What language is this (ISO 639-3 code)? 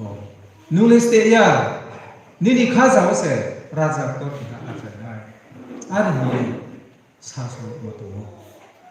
ria